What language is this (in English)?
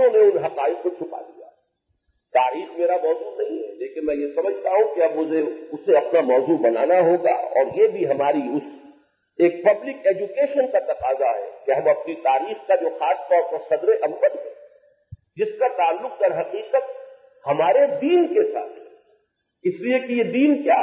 Urdu